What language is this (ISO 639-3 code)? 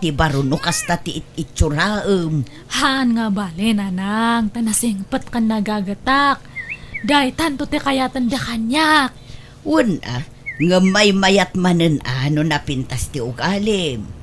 ilo